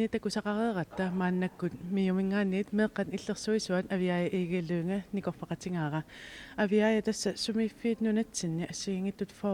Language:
Kalaallisut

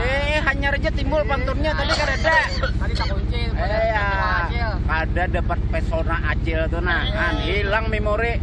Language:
Banjar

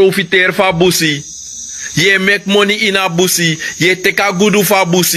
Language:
Sranan Tongo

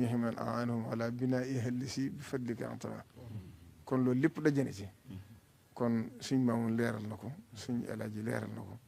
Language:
Wolof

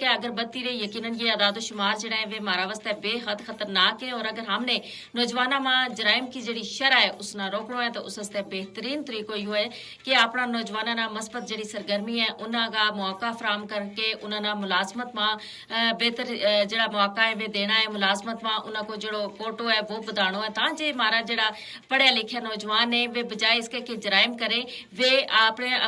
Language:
Gujari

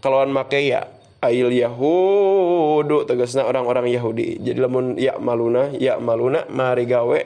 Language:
Sundanese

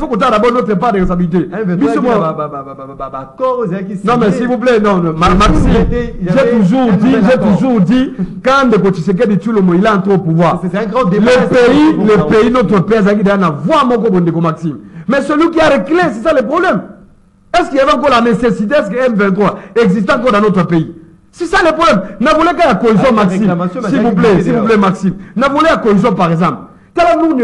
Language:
French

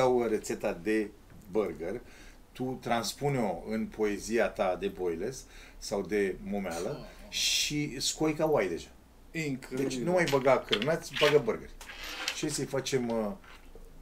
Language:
Romanian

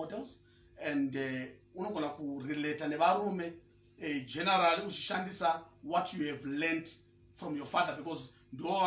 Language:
Shona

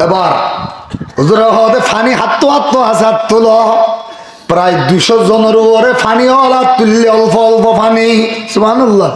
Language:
Rohingya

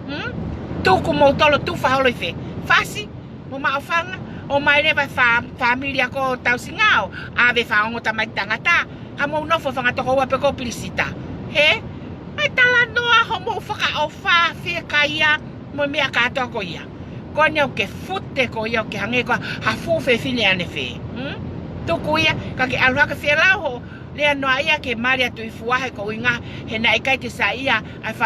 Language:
Tongan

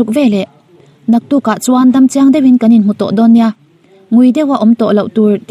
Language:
Mizo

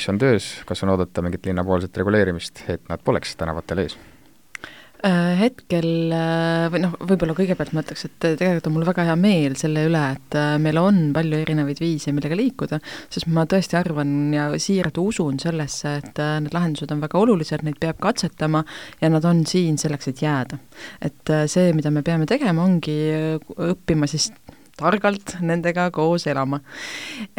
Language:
Estonian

